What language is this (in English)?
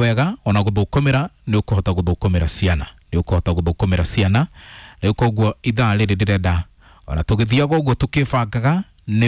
Kikuyu